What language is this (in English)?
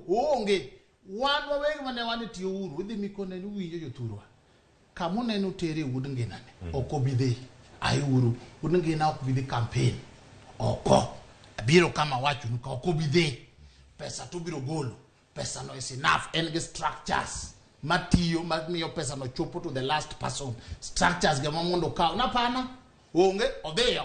Luo (Kenya and Tanzania)